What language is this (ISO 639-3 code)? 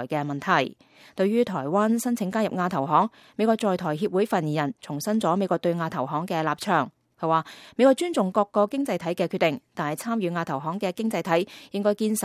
yue